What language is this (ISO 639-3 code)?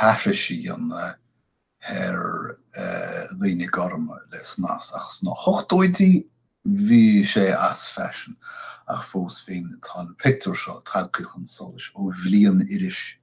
gle